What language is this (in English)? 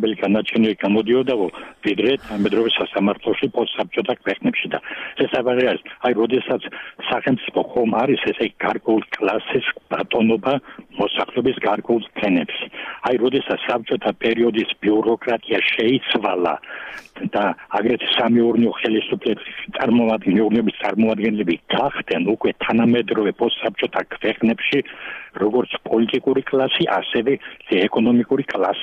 Georgian